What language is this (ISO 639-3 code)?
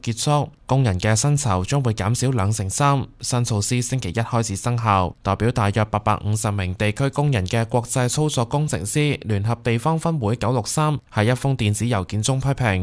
yue